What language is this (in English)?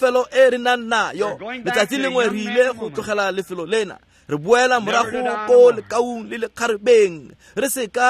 Tswana